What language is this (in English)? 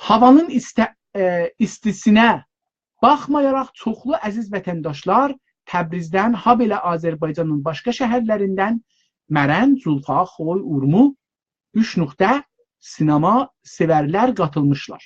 South Azerbaijani